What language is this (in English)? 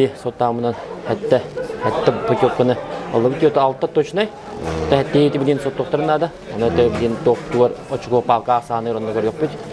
Yakut